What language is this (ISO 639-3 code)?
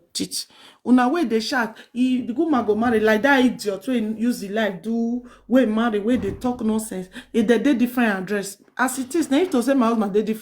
pcm